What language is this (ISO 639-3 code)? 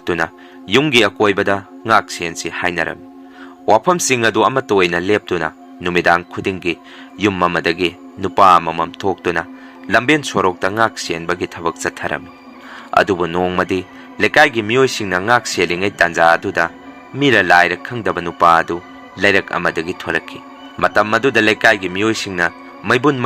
mni